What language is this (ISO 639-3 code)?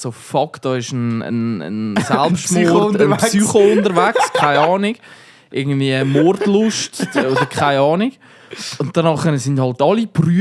gsw